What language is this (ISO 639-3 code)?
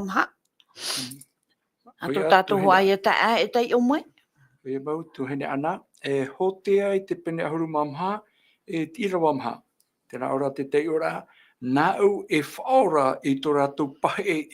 tah